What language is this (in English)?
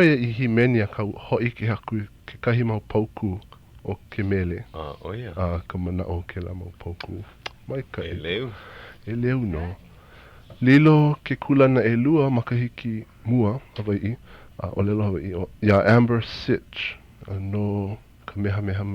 Hawaiian